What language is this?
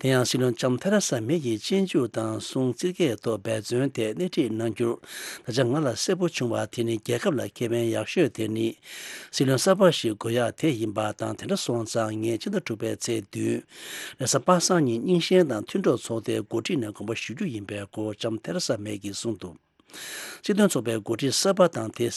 Tibetan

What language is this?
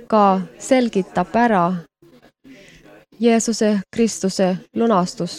Estonian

